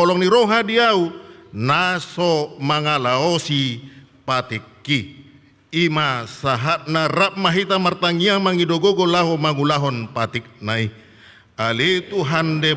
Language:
Batak Toba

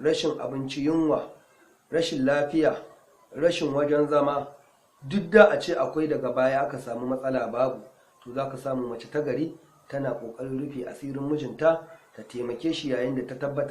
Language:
Hausa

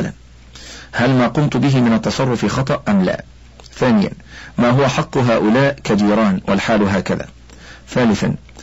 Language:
Arabic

